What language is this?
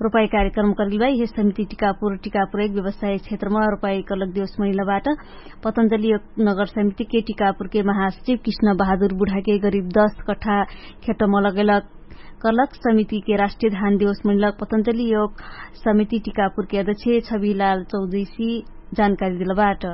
Dangaura Tharu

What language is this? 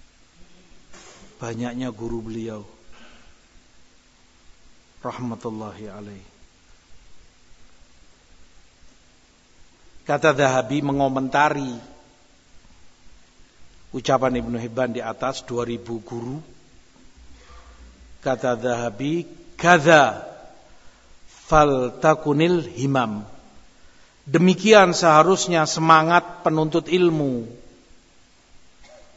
Indonesian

